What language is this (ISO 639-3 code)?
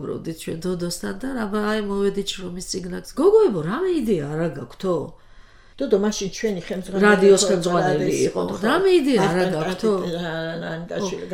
kat